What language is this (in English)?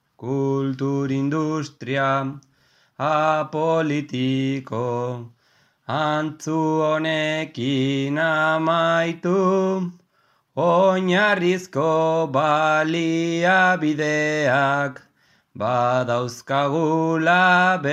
Basque